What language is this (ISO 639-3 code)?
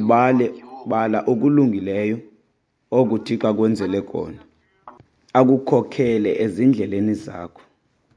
xho